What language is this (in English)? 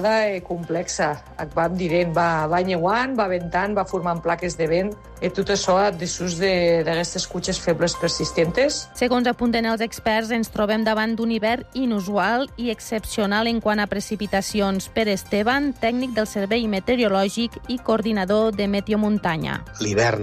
Catalan